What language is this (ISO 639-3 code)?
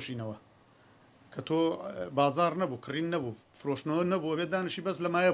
ckb